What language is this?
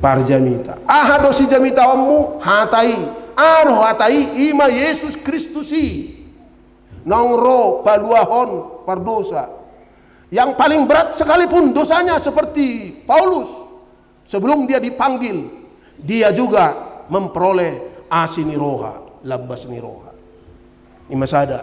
Batak Toba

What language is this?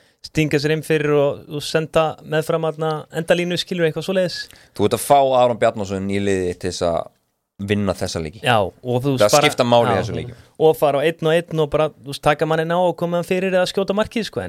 Icelandic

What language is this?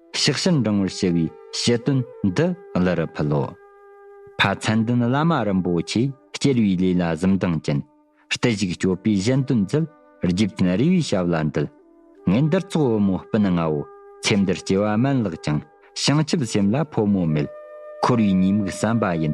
Tibetan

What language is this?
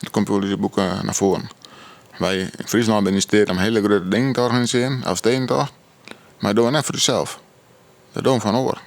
Western Frisian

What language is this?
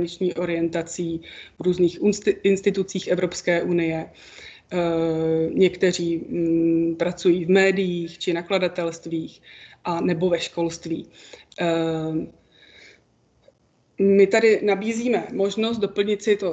Czech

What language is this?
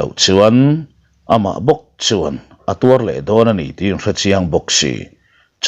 Mizo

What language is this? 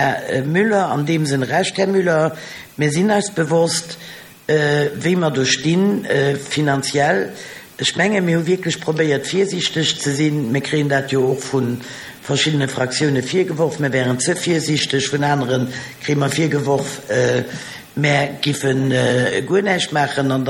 Luxembourgish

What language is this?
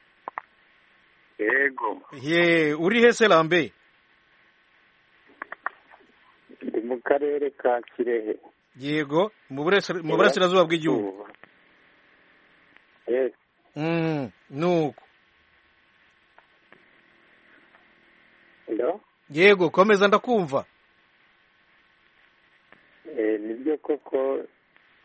Kinyarwanda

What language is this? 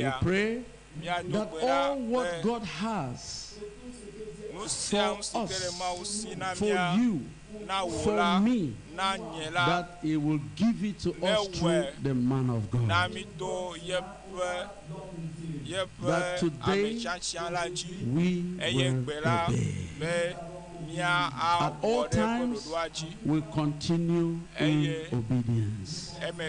Ewe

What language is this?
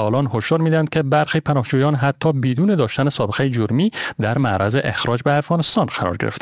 Persian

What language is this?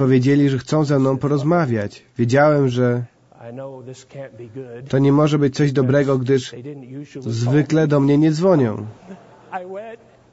Polish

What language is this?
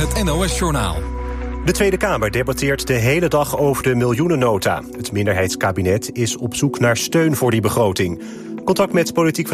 Dutch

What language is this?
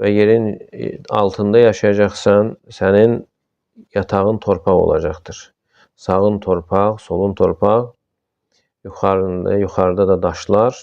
Azerbaijani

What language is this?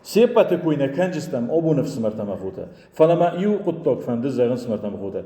Ossetic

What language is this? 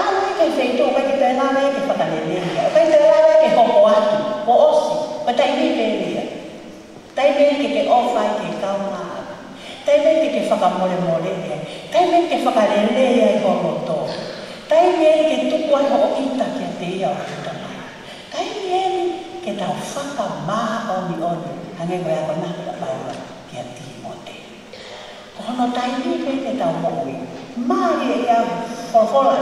Tongan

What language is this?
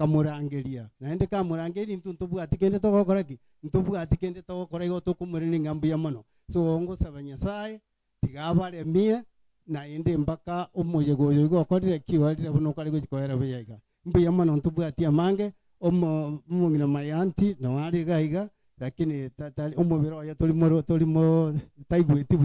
Gusii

